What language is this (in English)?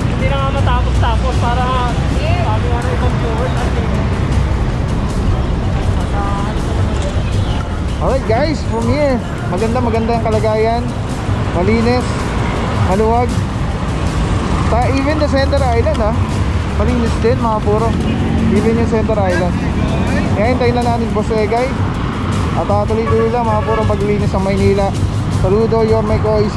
Filipino